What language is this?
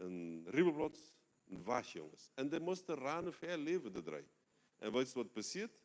Plautdietsch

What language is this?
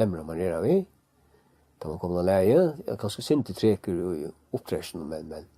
Faroese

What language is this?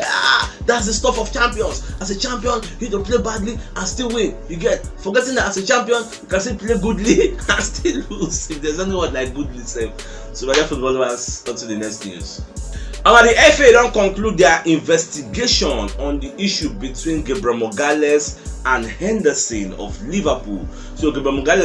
Nigerian Pidgin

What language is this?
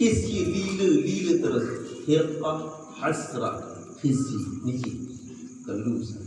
Sasak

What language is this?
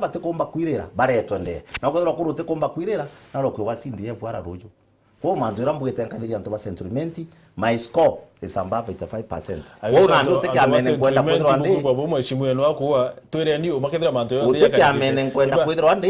Meru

